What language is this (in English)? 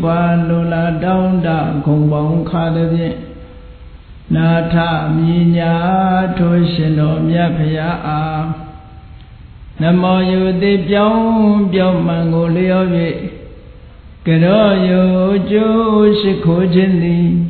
Burmese